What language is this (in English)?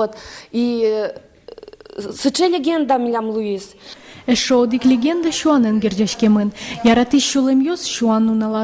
Udmurt